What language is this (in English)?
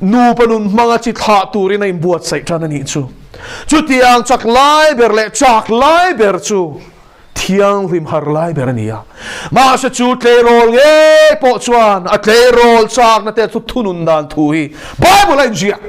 Mizo